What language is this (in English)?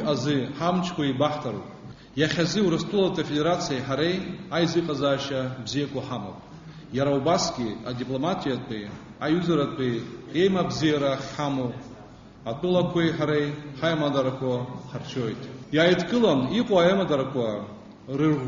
Abkhazian